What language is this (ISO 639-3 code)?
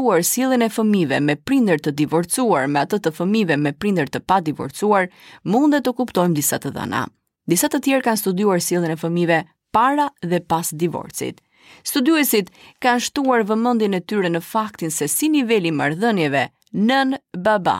sqi